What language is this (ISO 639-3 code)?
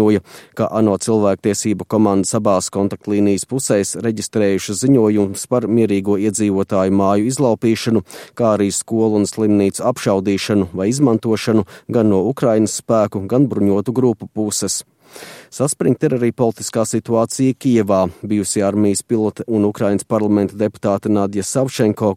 lav